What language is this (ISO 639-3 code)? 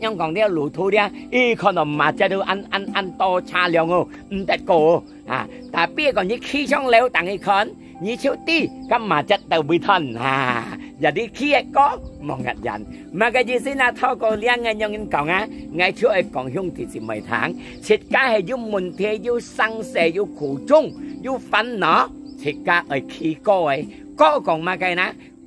hak